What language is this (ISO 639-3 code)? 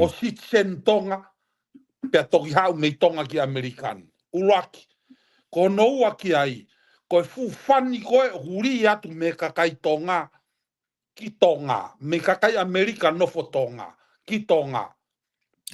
ton